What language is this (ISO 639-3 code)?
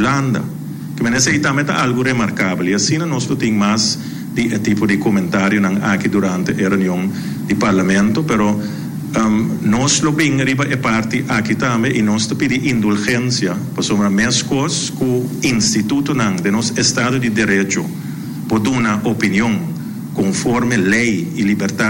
pap